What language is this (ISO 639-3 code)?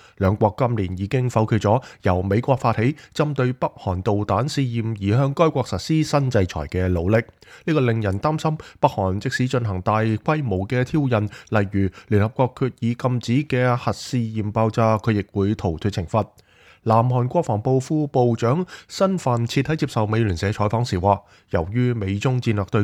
yue